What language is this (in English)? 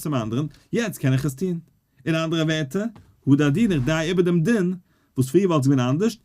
Yiddish